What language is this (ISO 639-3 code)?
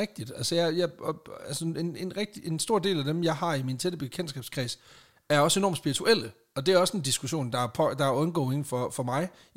dan